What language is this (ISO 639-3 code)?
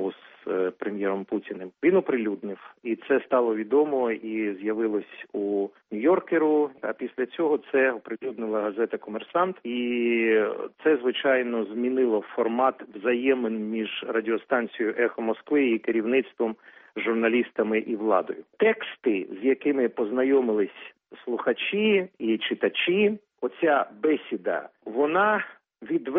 ukr